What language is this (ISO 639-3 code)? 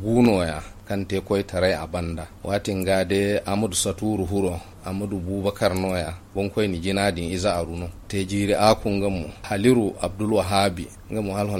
dje